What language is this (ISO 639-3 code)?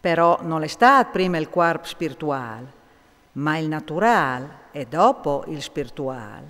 fur